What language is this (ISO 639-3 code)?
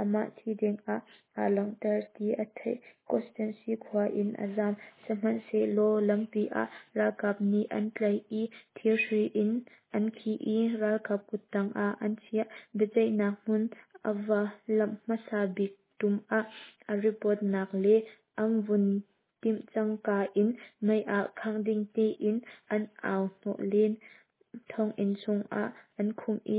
cnh